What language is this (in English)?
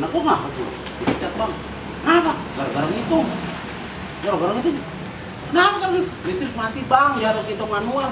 Betawi